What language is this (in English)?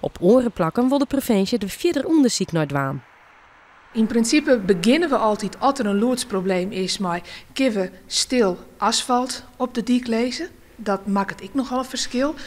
Western Frisian